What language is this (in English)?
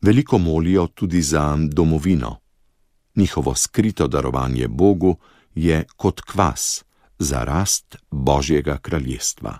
Slovenian